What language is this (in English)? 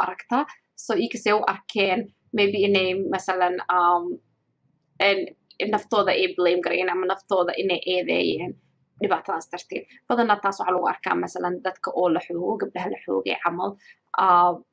Somali